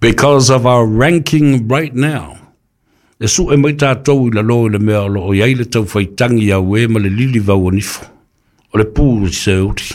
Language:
Samoan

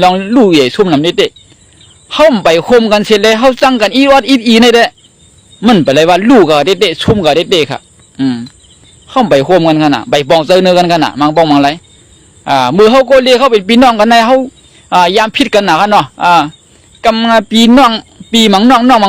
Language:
Shan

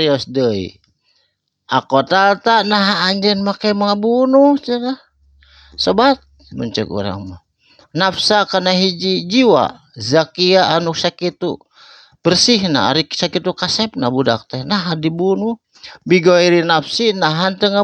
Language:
Sundanese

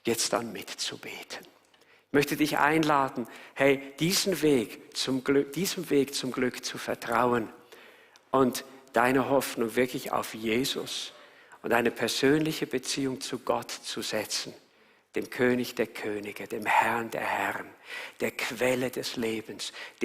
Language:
Swiss German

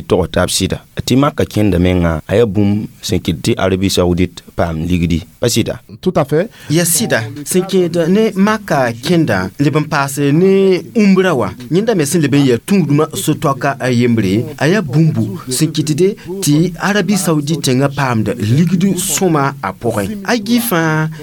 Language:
Mossi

